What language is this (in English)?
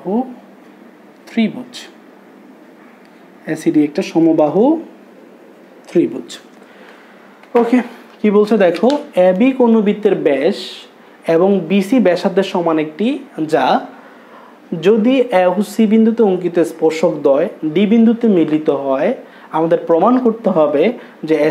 Bangla